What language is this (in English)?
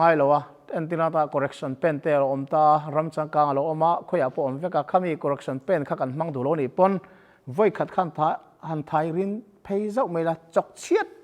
Mizo